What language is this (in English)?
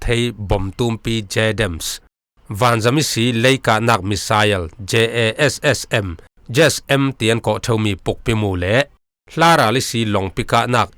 Falam Chin